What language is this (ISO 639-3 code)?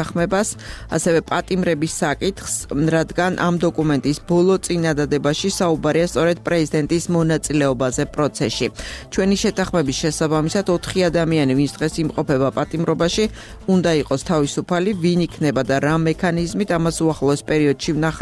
kat